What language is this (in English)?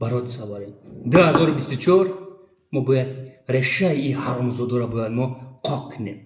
Tajik